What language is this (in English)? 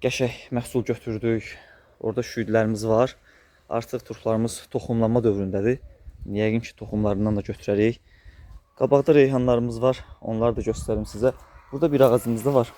Azerbaijani